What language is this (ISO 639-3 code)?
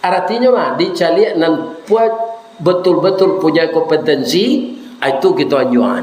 min